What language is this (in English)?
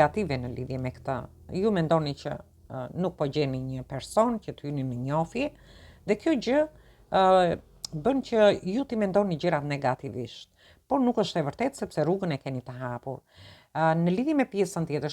Albanian